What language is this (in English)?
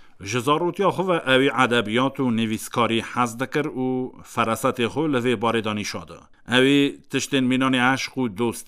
Kurdish